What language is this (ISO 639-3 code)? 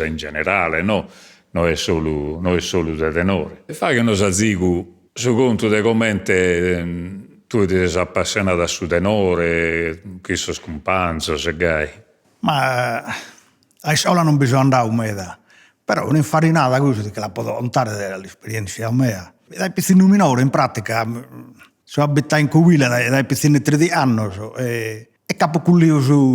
srd